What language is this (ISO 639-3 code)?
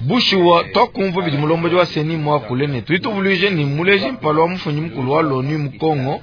lua